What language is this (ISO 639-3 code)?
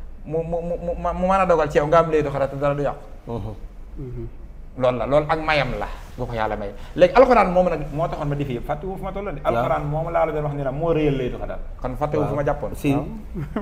wol